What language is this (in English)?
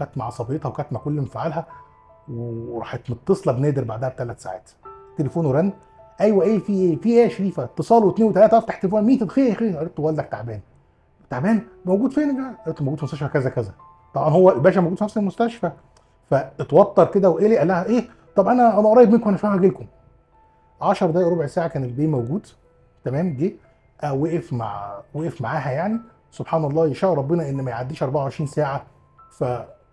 Egyptian Arabic